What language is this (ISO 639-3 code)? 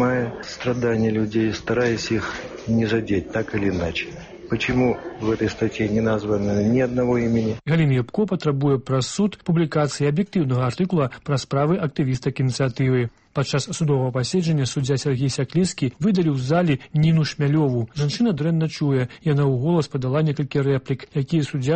bel